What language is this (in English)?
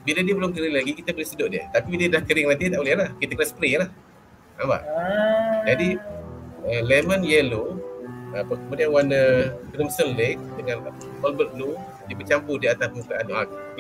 Malay